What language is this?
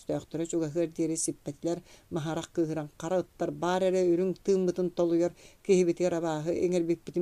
Yakut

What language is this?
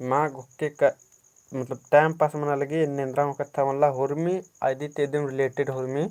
Kurukh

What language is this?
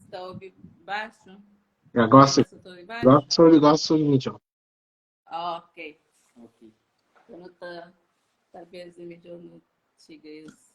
Kabuverdianu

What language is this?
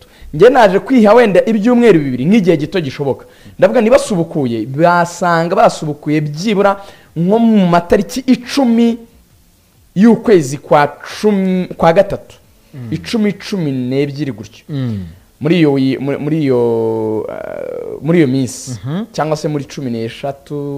Kinyarwanda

